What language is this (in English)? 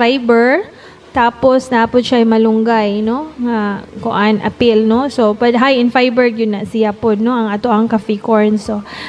Cebuano